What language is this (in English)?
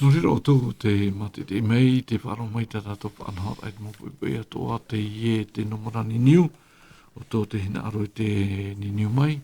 Tahitian